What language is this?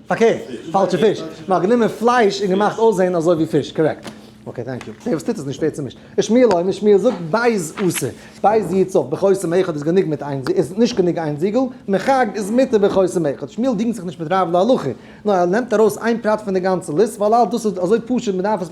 Yiddish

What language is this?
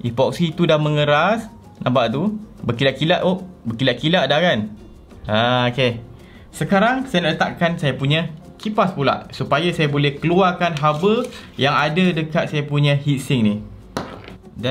Malay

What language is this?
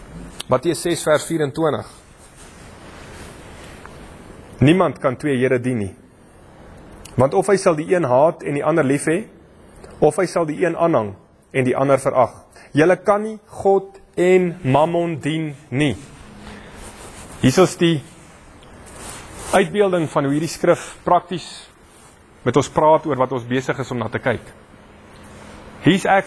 Afrikaans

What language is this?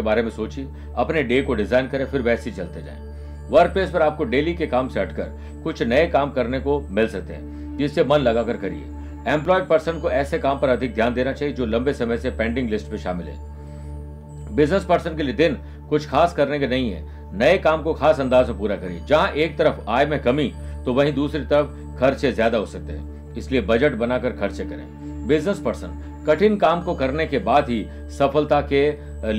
Hindi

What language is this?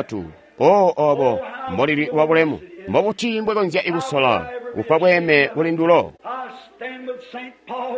Tonga (Zambia)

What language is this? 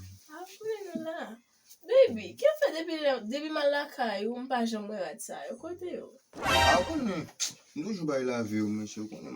Haitian Creole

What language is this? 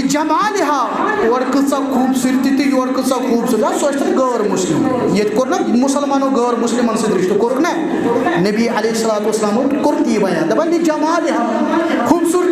Kashmiri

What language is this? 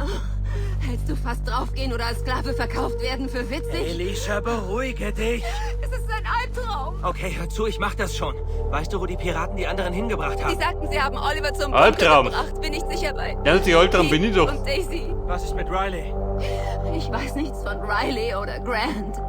Bavarian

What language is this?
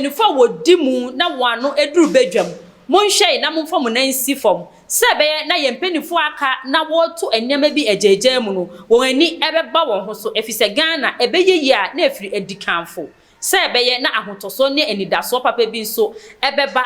Akan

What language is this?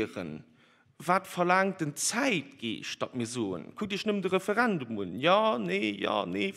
Luxembourgish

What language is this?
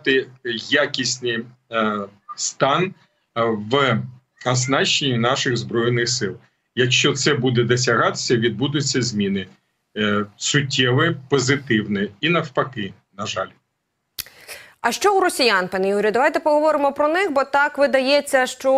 Ukrainian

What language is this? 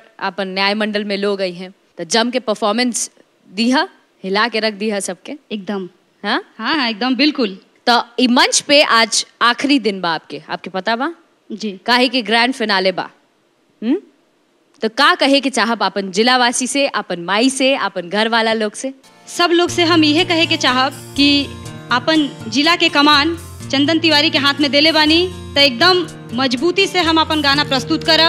Bhojpuri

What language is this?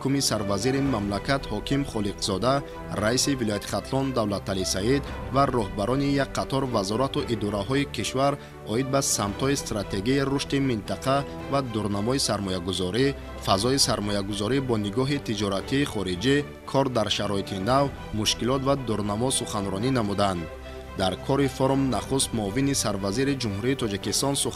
Tajik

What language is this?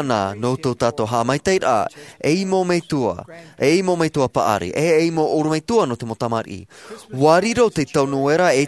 Tahitian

